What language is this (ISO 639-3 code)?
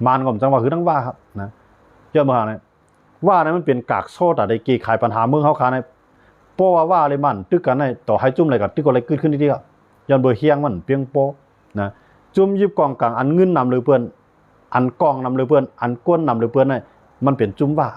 shn